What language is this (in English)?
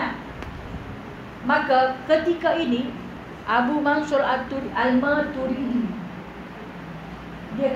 Malay